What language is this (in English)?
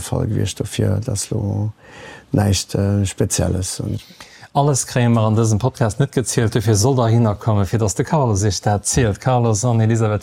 Luxembourgish